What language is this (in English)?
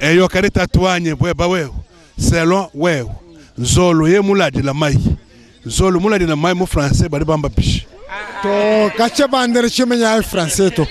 Luba-Lulua